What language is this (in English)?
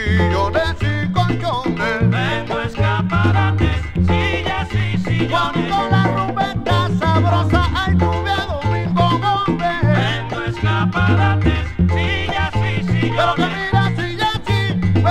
Spanish